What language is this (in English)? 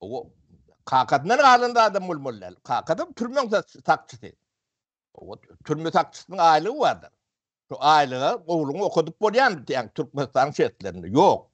Turkmen